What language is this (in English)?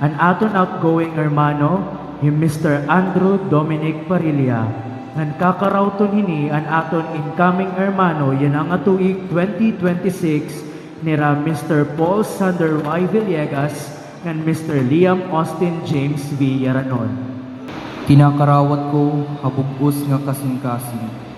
Waray